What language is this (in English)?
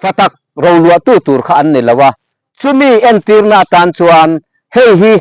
Mizo